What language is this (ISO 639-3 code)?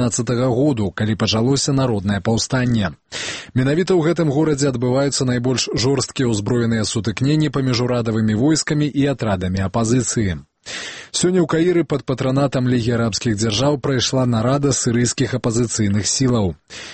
bel